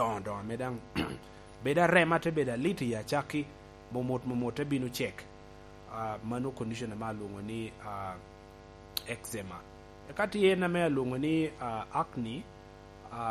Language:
Lango (Uganda)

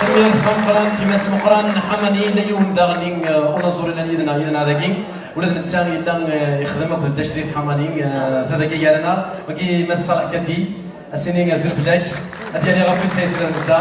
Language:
Kabyle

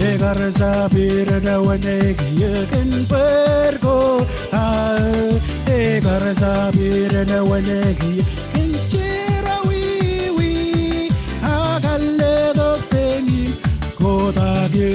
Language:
Marshallese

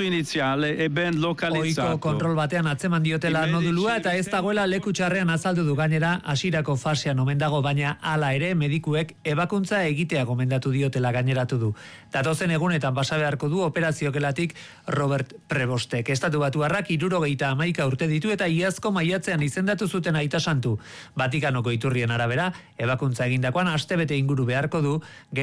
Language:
Basque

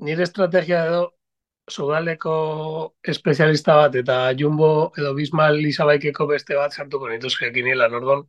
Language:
Basque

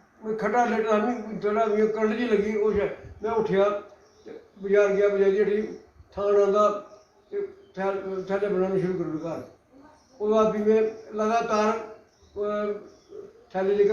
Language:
Dogri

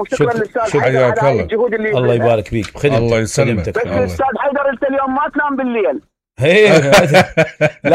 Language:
Mesopotamian Arabic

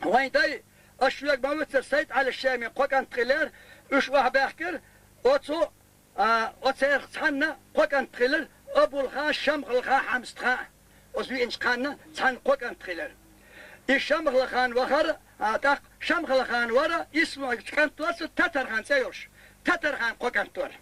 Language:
Chechen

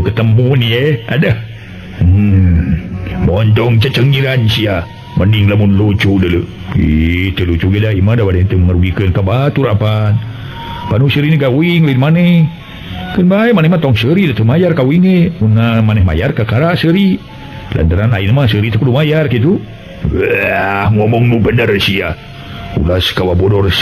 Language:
Sundanese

